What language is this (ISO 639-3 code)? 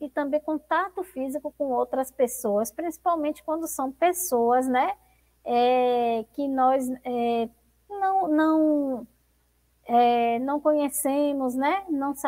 por